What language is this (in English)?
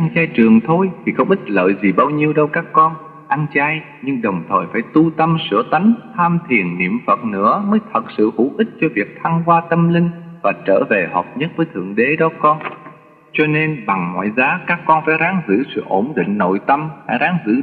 Vietnamese